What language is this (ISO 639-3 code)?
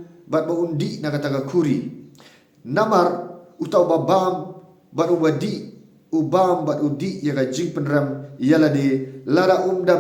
kha